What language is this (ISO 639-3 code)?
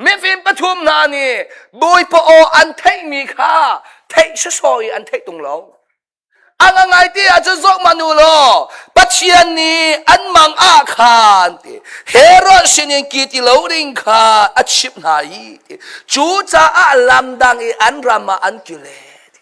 cnh